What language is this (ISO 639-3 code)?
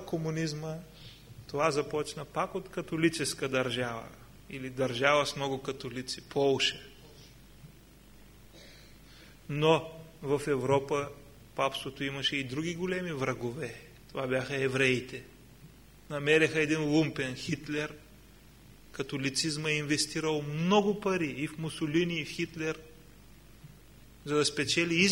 bul